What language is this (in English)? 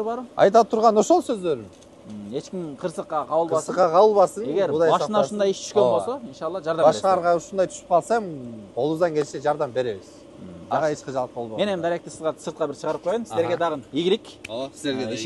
Kyrgyz